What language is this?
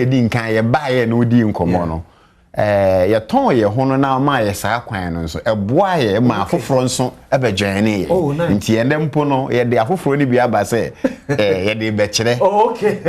Akan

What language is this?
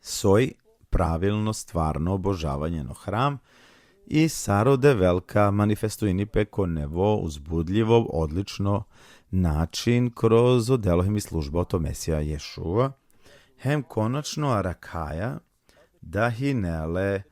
Balkan Romani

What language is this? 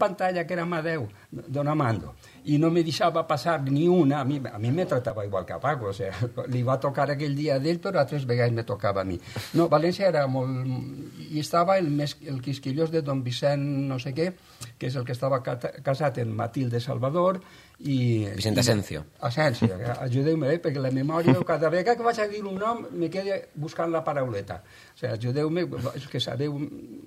Catalan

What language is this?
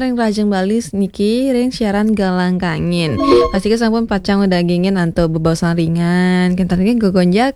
Balinese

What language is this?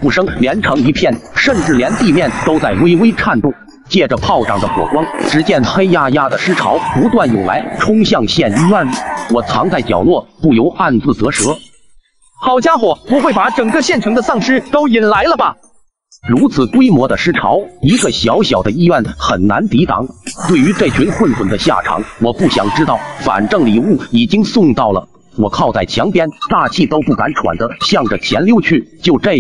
Chinese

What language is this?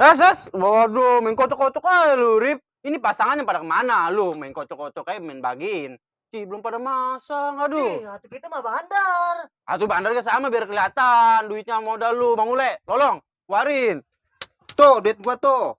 Betawi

